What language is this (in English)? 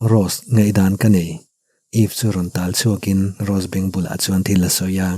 Mizo